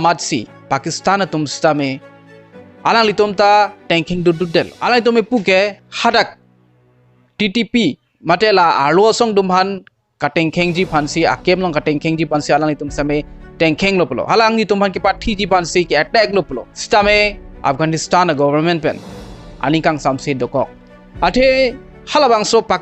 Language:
Karbi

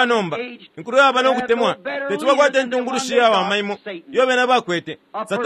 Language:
Bemba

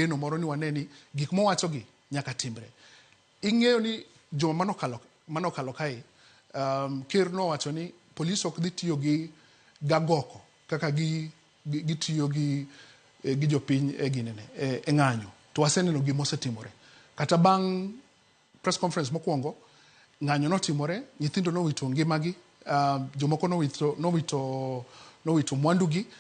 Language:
Luo (Kenya and Tanzania)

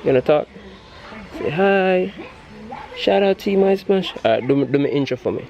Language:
Jamaican Creole English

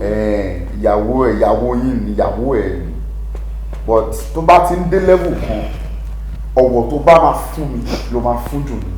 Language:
Yoruba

